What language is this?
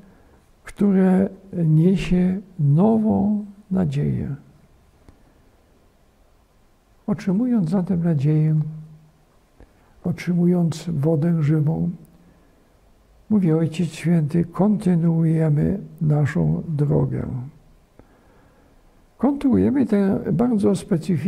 Polish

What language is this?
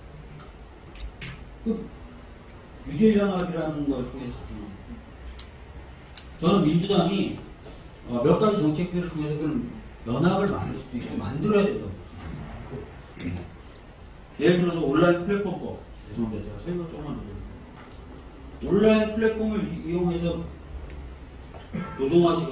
Korean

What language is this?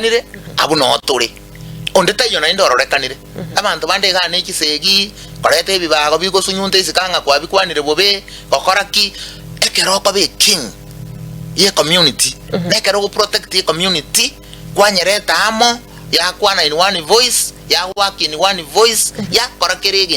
Gusii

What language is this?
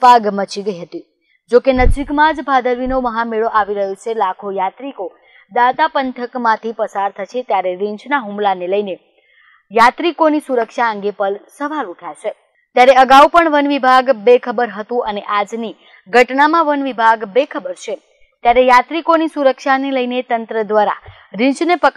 Gujarati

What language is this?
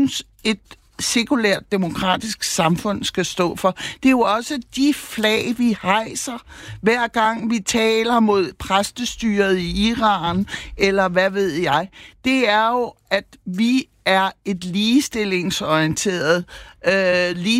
Danish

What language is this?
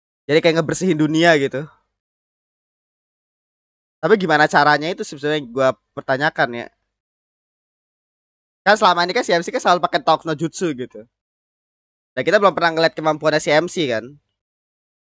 Indonesian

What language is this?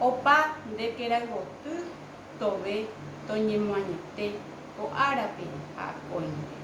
Guarani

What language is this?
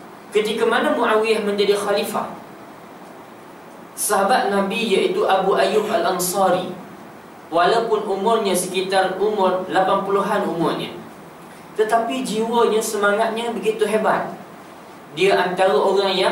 Malay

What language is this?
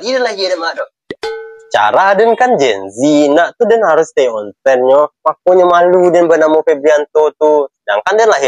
Minangkabau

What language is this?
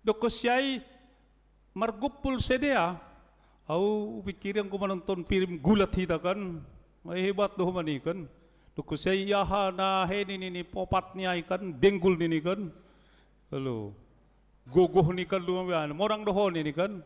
Batak Simalungun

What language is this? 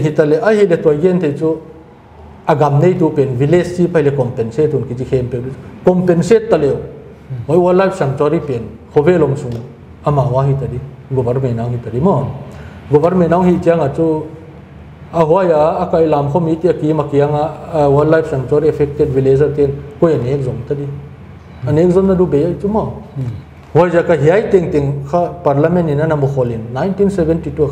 Paite Chin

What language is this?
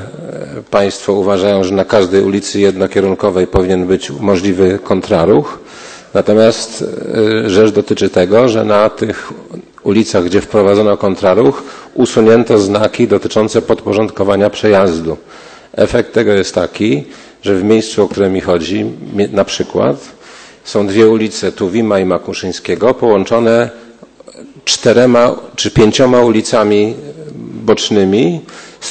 Polish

